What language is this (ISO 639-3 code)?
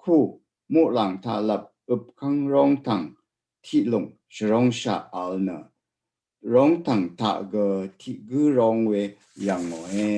raw